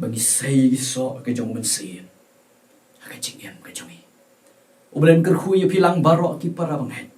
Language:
Khasi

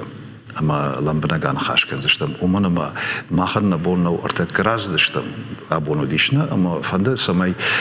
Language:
Ossetic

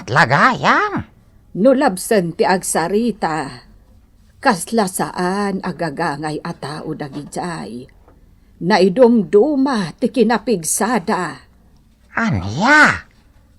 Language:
Iloko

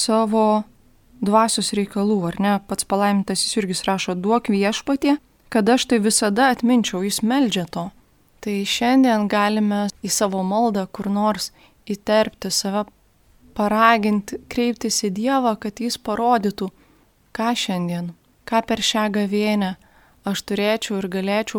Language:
Lithuanian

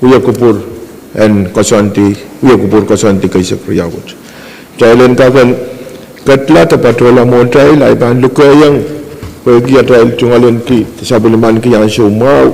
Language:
Pohnpeian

